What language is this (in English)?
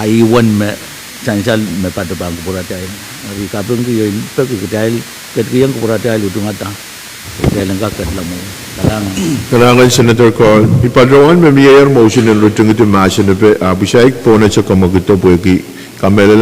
Pohnpeian